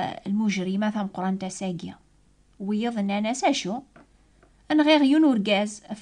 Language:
Kabyle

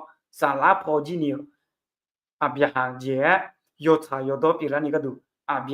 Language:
Akha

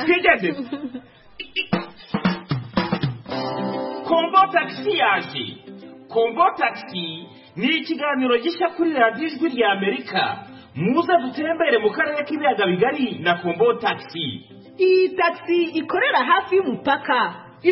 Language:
Kinyarwanda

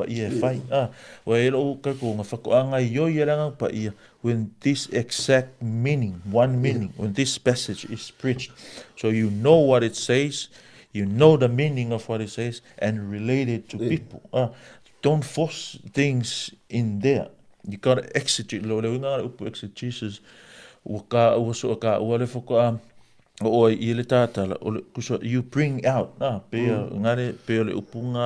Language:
Samoan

